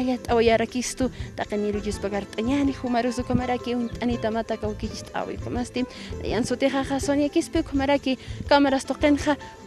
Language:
Aymara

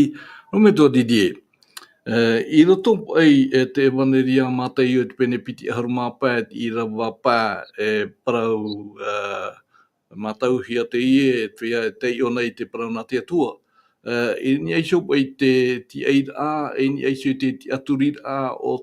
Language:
Tahitian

